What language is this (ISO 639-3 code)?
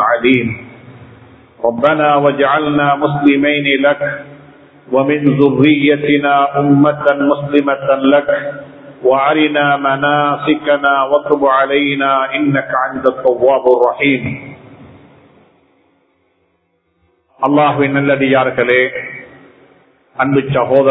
tam